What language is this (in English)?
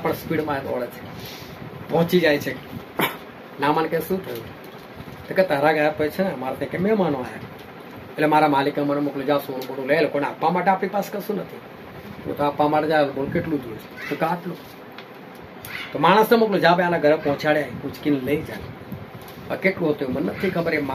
Gujarati